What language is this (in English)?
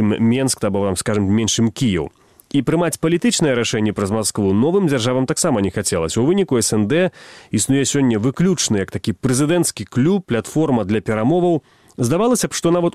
Belarusian